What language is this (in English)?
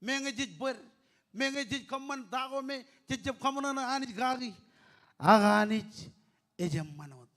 Marshallese